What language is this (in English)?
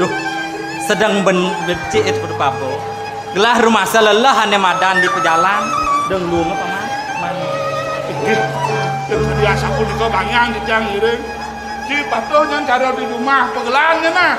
Balinese